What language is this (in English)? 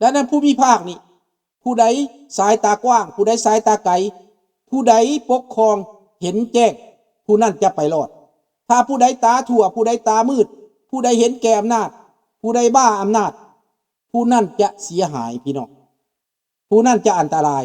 Lao